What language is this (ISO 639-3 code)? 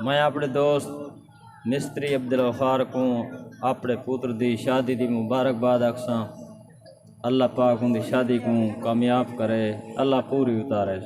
skr